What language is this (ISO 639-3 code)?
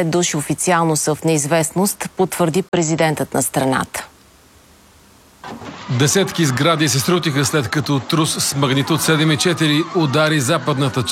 bul